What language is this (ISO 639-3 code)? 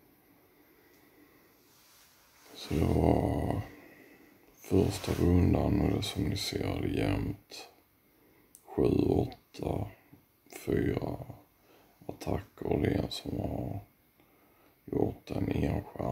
swe